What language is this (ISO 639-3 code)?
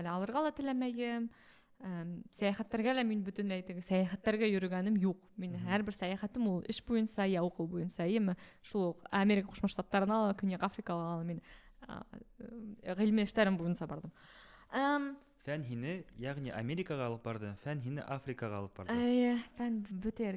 bak